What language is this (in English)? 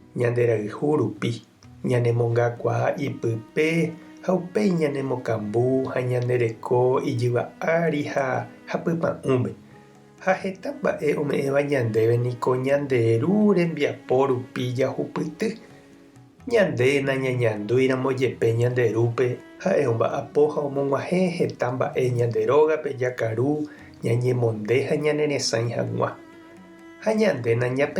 Guarani